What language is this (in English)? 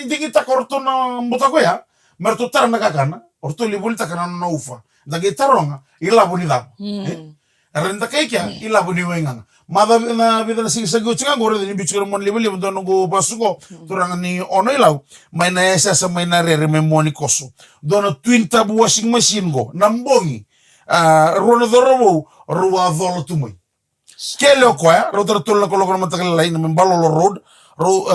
Fijian